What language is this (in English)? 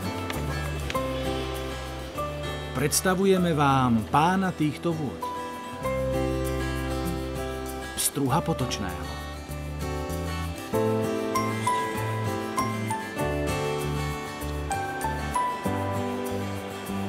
Slovak